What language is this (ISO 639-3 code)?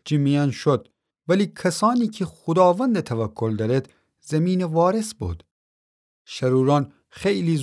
glk